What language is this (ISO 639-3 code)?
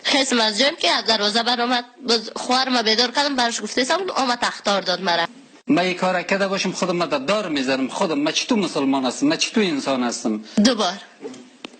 tgk